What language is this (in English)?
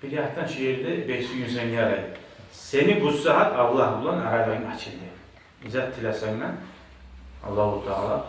Kumyk